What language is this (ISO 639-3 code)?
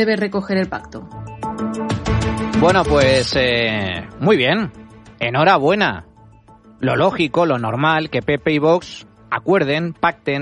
spa